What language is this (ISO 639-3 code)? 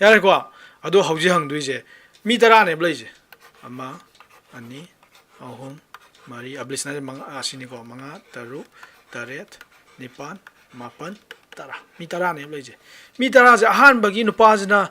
mni